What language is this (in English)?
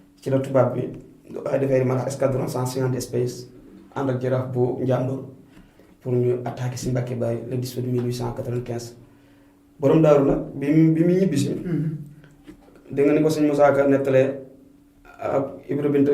Wolof